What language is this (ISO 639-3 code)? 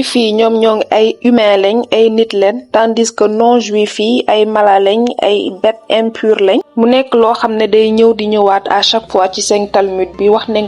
wol